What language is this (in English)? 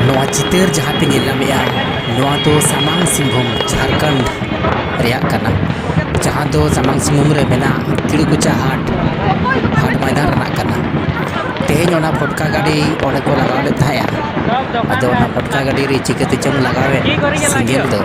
Santali